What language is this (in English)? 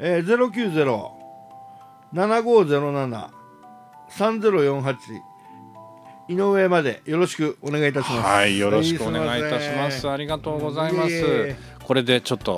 Japanese